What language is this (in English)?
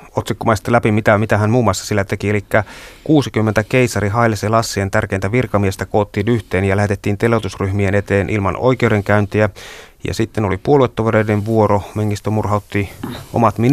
Finnish